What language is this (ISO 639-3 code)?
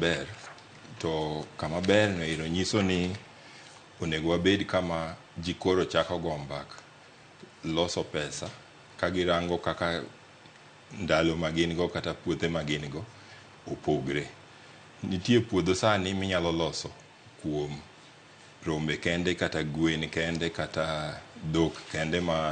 luo